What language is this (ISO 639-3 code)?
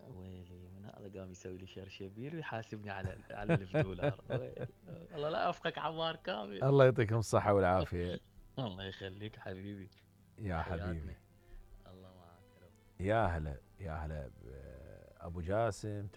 acm